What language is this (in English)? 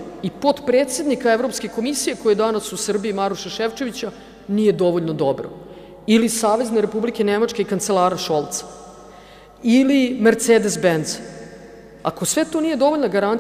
Serbian